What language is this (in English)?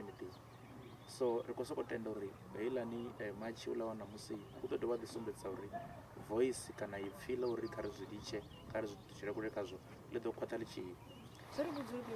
Venda